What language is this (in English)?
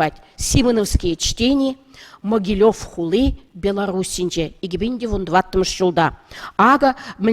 Chuvash